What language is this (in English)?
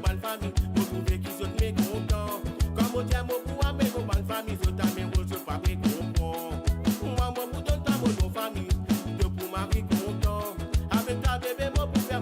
Morisyen